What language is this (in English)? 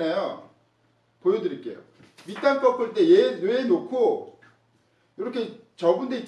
Korean